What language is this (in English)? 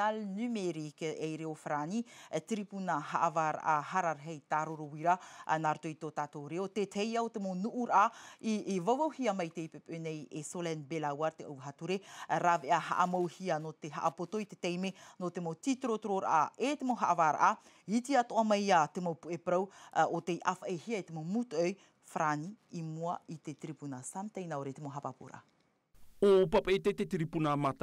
Tahitian